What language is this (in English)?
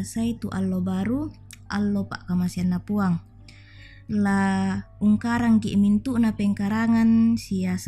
Toraja-Sa'dan